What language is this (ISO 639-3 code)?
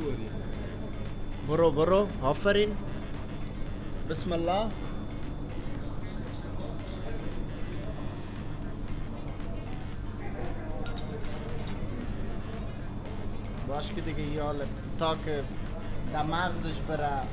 fas